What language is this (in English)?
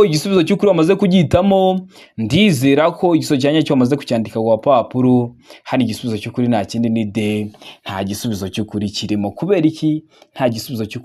Kinyarwanda